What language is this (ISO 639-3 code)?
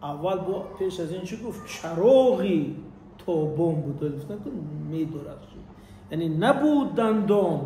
tgk